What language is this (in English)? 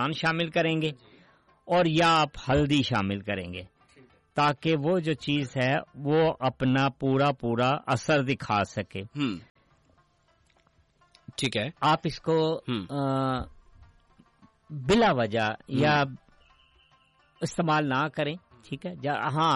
Urdu